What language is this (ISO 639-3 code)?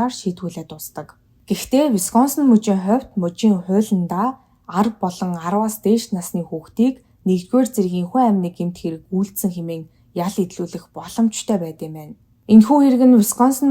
mon